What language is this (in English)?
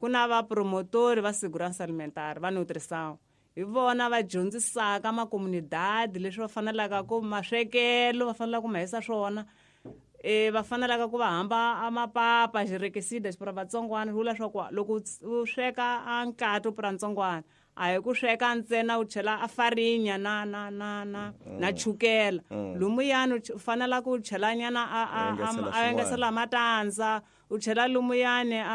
Tsonga